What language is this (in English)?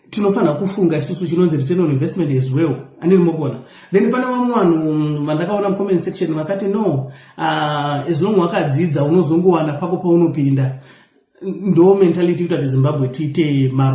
Shona